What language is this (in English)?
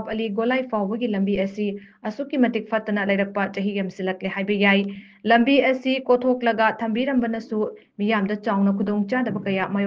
Manipuri